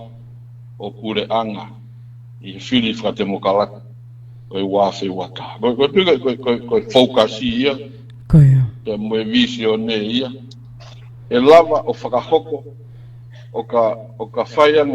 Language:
Tongan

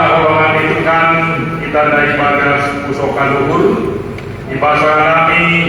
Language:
Batak Simalungun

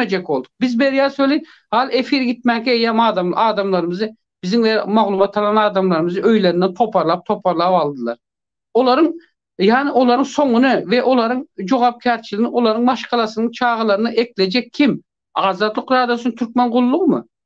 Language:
Turkmen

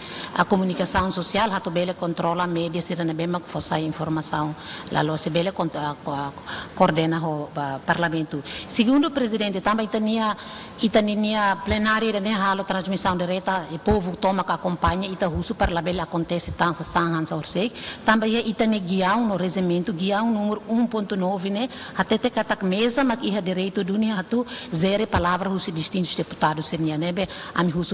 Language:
Tetum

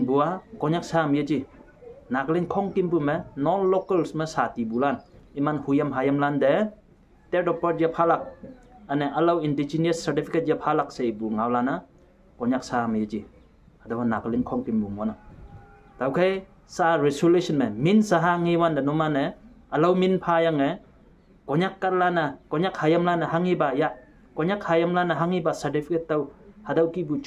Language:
Konyak Naga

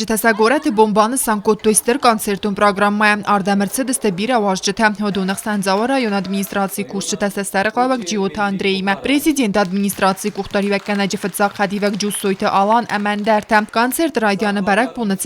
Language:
Ossetic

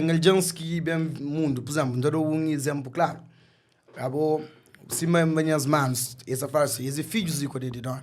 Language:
Kabuverdianu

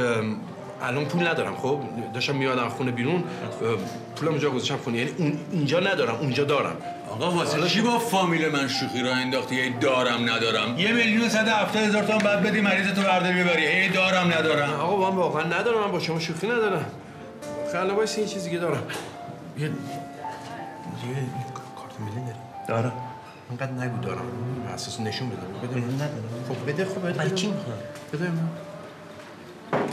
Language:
Persian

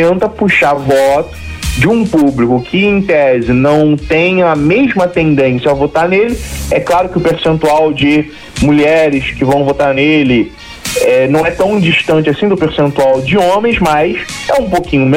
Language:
Portuguese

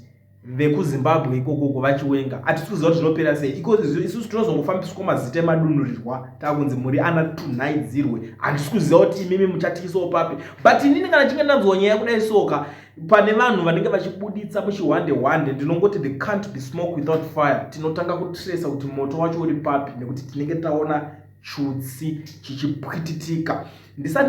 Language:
Shona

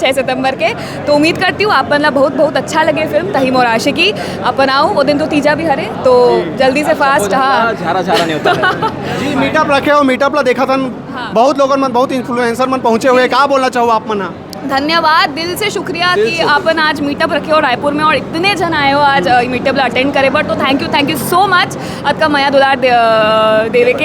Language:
Chhattisgarhi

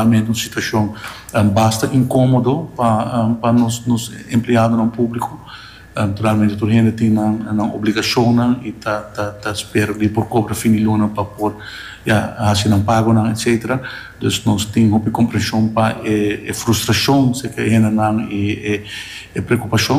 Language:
Papiamento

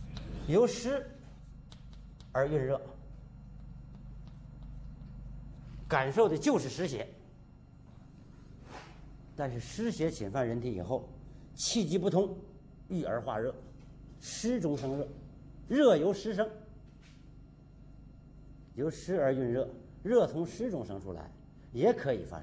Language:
Chinese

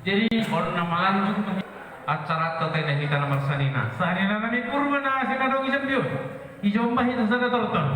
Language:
Batak Toba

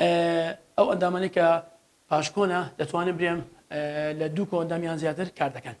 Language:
Central Kurdish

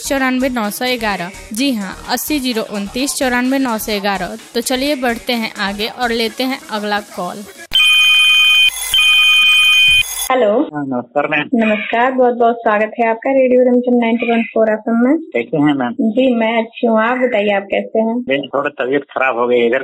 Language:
Hindi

